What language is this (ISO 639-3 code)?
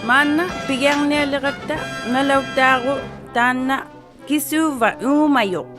iku